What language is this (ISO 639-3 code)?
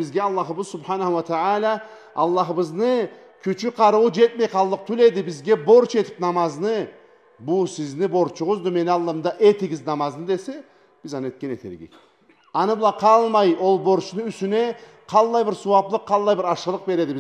krc